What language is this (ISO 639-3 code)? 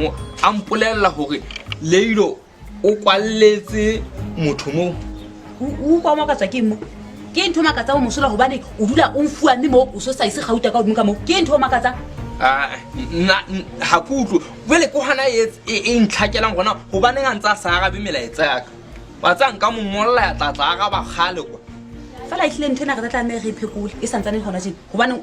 sot